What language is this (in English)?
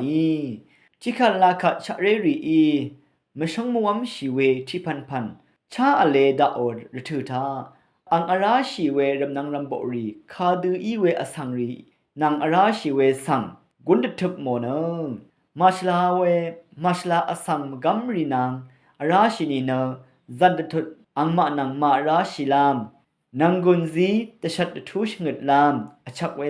Rawang